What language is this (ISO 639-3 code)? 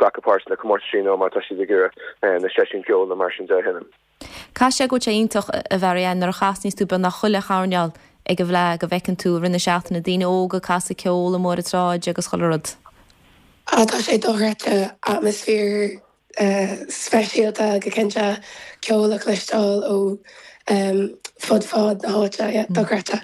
gle